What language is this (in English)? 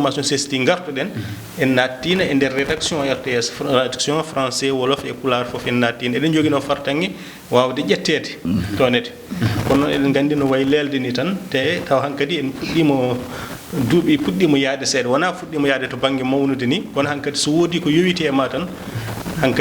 Fula